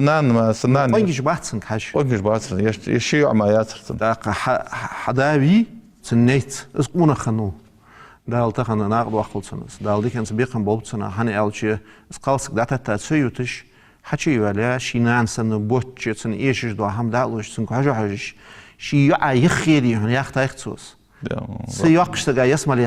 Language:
Ingush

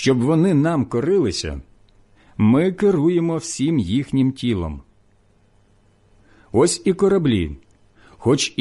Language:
Ukrainian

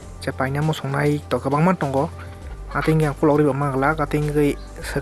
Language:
Kok Borok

